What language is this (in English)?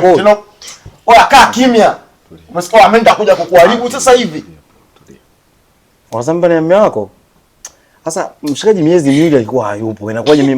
Swahili